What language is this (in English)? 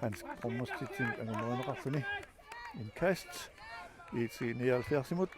Kalaallisut